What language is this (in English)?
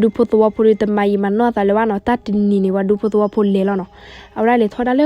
S'gaw Karen